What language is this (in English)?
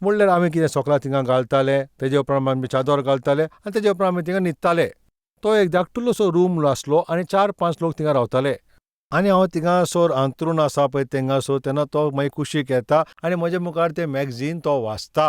Konkani